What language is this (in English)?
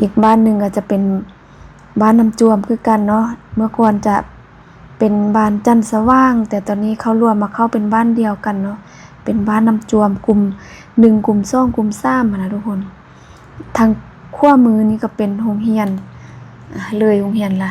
Lao